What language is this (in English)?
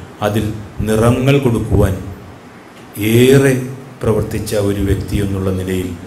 Malayalam